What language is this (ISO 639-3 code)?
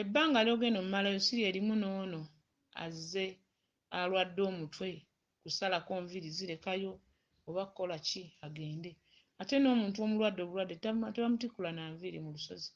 lug